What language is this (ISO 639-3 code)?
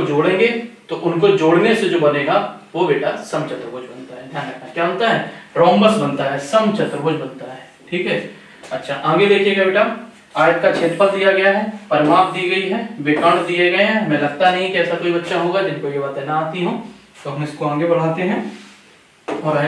hin